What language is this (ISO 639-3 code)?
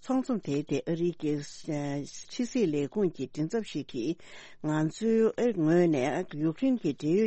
bod